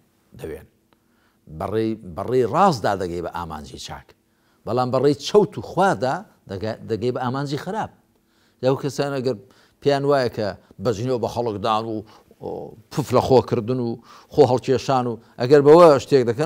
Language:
Central Kurdish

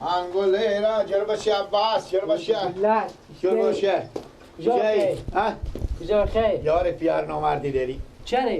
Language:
Persian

